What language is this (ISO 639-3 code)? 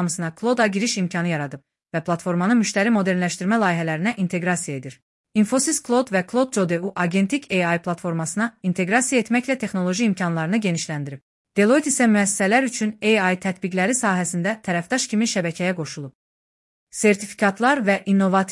aze